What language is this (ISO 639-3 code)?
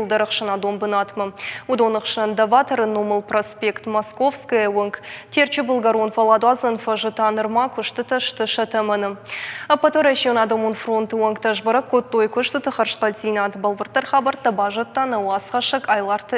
oss